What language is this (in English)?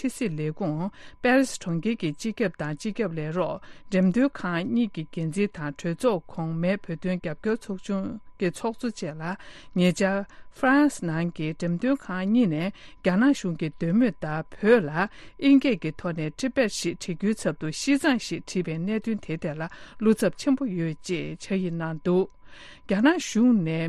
Tibetan